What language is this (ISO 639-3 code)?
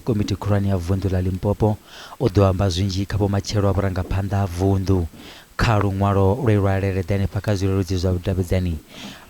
ven